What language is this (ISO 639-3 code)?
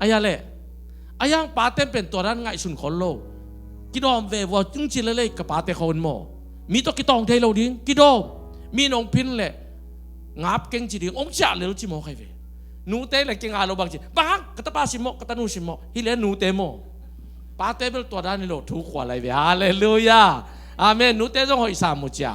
ctd